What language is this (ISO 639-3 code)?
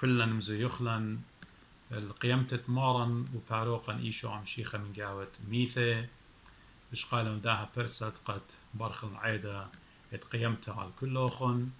aii